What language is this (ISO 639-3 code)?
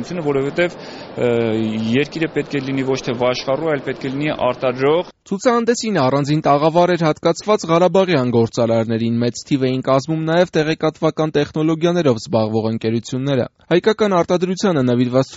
hye